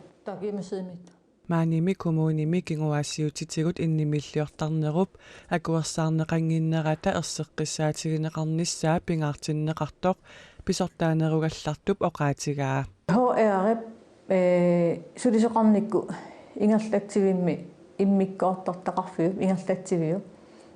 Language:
Kalaallisut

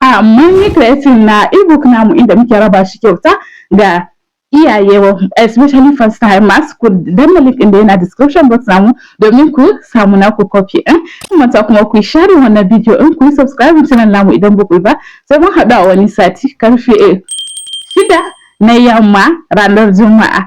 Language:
Hausa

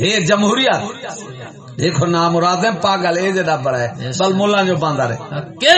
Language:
Saraiki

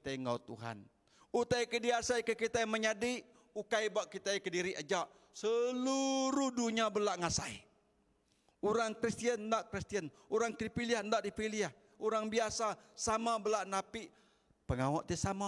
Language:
Iban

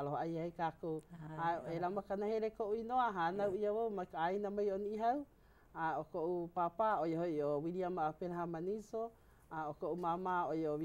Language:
Hawaiian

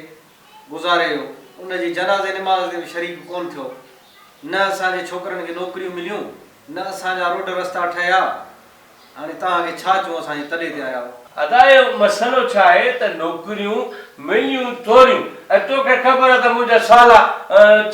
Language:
Sindhi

